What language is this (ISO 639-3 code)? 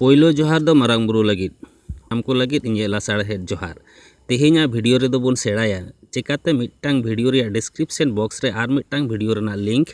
sat